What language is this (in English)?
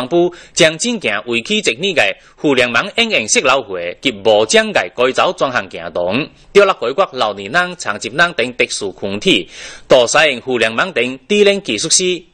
Chinese